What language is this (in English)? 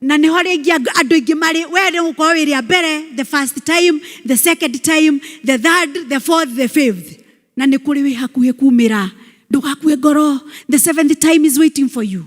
Kikuyu